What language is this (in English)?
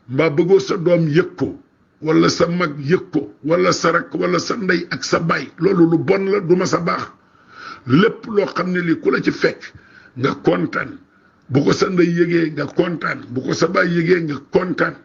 Wolof